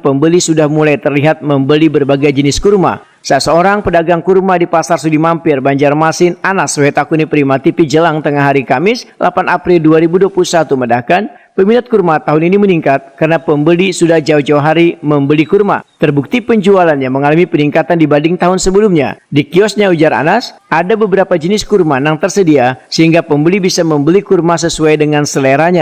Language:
Banjar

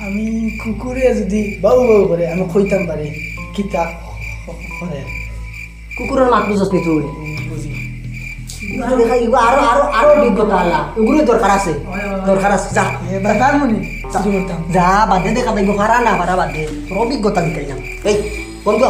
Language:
Sylheti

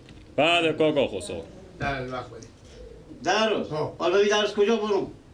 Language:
Persian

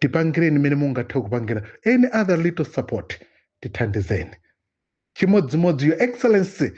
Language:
Nyanja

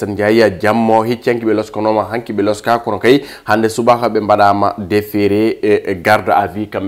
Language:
Fula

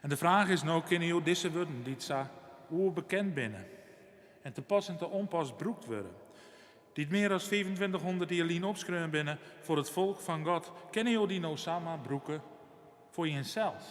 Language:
Western Frisian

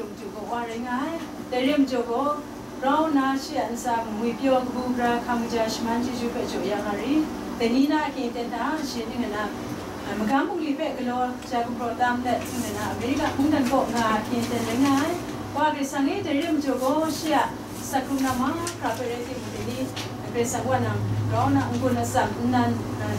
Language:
Kachin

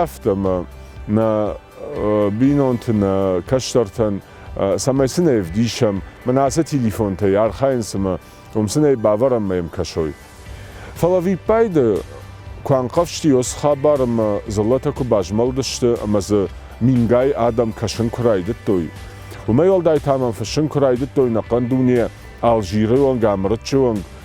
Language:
Ossetic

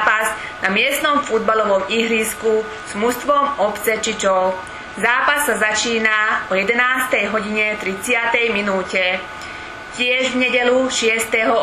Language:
Slovak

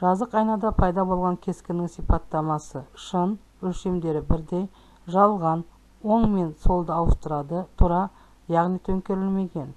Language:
Kazakh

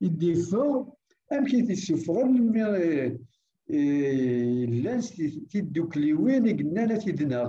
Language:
Kabyle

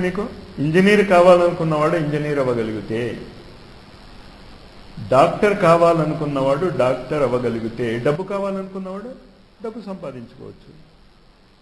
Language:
Telugu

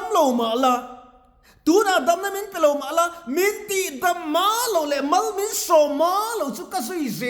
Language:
Mizo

